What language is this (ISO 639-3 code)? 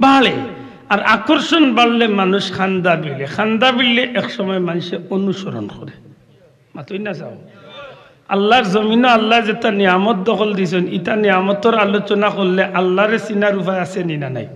syl